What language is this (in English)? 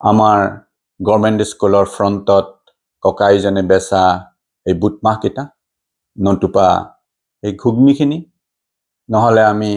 Assamese